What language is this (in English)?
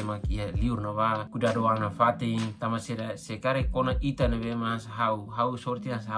Tetum